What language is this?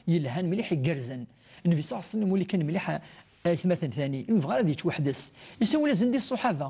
Kabyle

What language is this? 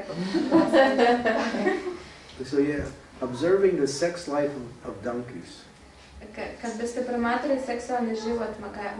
Croatian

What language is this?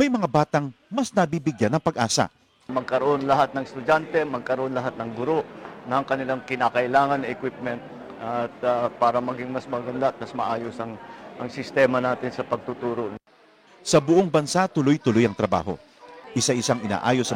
Filipino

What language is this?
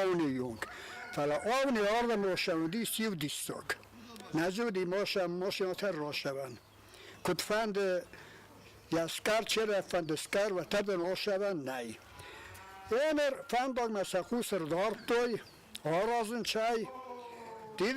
Ossetic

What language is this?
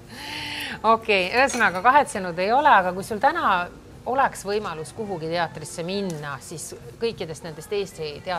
Estonian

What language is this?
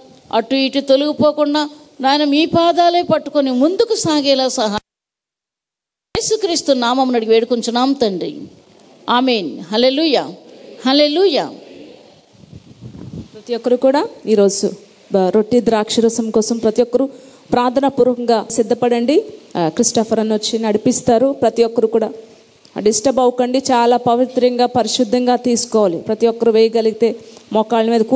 Telugu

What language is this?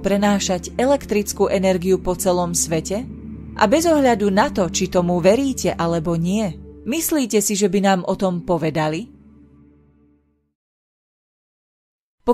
Slovak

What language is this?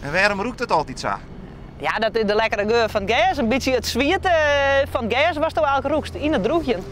Western Frisian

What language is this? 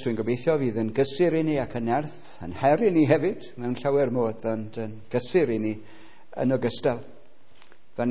Welsh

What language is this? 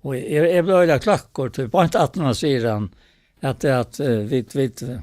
Faroese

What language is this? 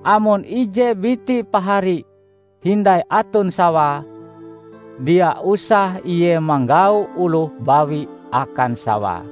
Ngaju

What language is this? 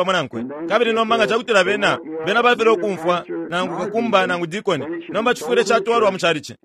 Bemba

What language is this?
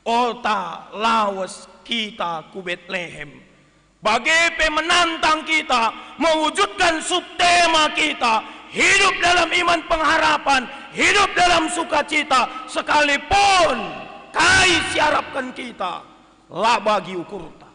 Batak Karo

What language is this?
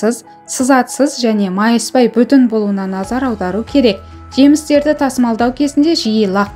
Kazakh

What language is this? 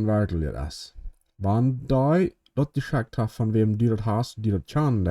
Plautdietsch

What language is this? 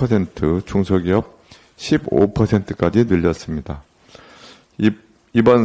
Korean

